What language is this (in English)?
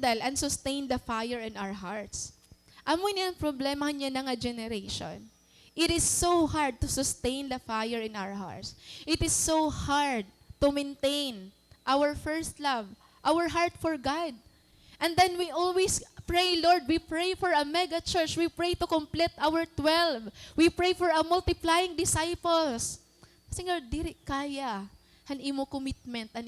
Waray